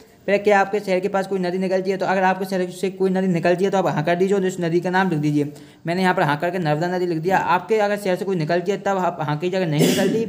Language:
Hindi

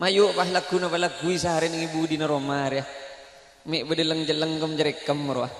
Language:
Madurese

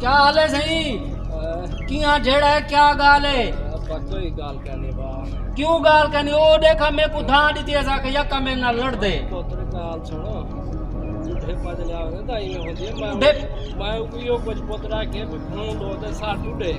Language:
Saraiki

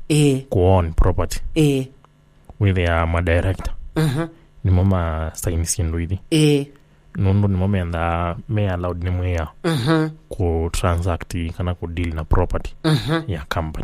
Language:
Kamba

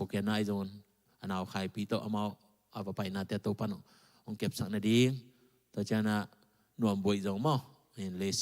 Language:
Tedim Chin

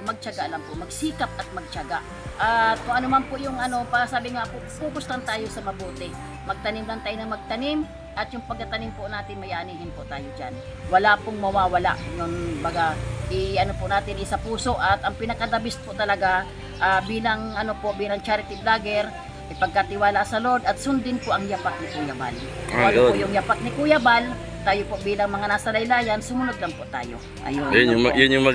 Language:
Filipino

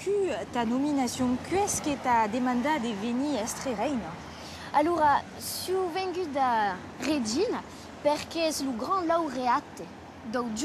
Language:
Occitan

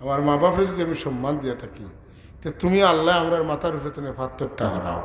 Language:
Sylheti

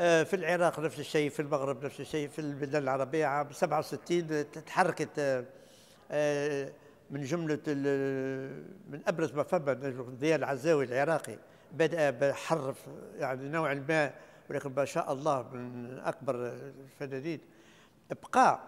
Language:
Tunisian Arabic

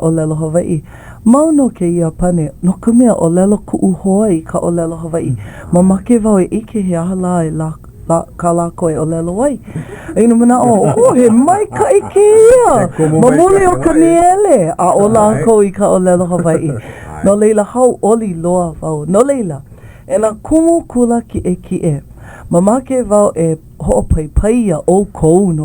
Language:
Hawaiian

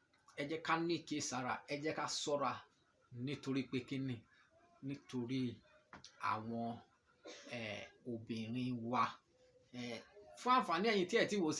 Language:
Yoruba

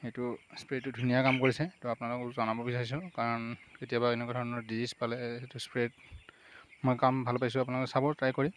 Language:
Assamese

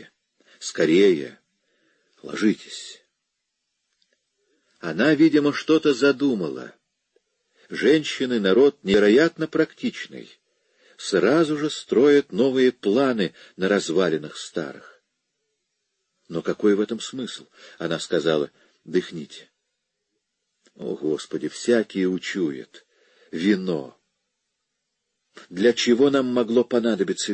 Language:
Russian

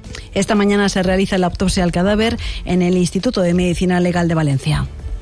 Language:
Spanish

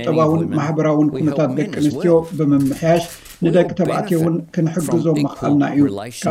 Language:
Tigrinya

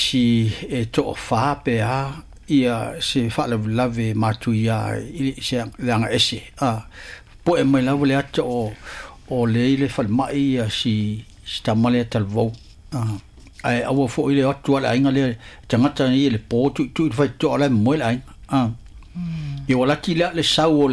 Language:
Samoan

